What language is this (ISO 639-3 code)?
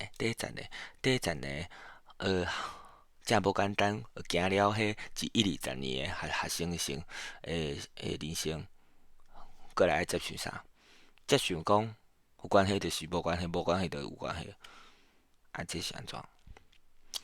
nan